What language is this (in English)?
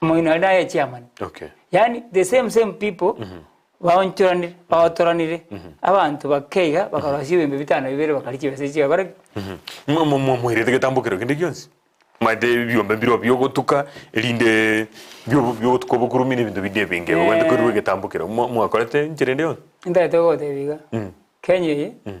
Gusii